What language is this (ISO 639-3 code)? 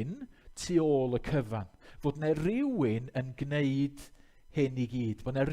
cym